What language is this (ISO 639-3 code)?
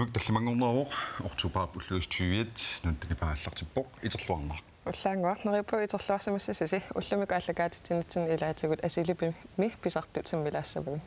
kal